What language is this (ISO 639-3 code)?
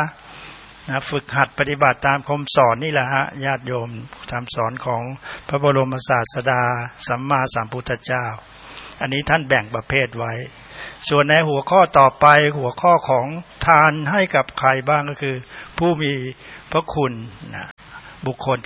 tha